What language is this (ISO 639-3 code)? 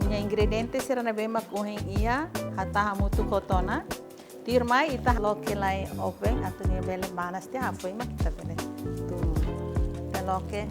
tet